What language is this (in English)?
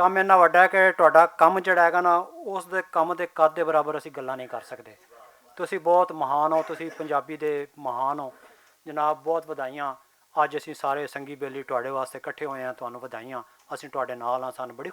Western Panjabi